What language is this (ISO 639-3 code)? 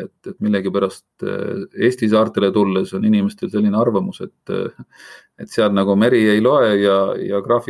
est